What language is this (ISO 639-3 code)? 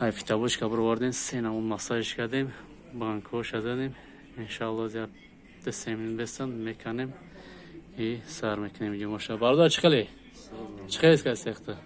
tgk